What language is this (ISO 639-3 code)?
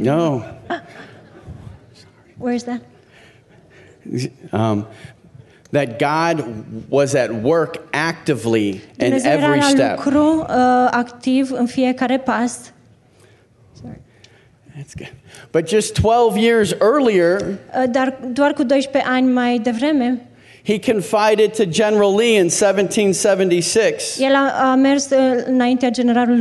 ron